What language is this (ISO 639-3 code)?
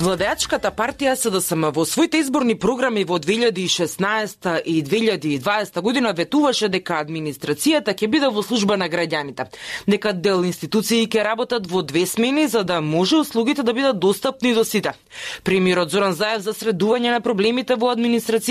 mkd